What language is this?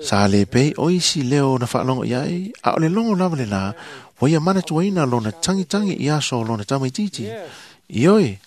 Samoan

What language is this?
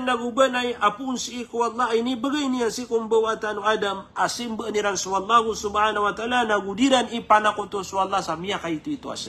Maranao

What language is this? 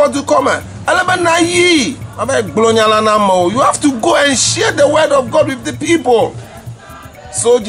Ewe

